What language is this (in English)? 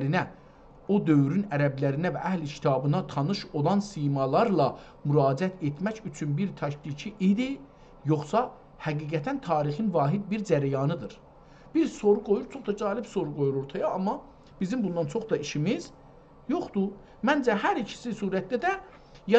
South Azerbaijani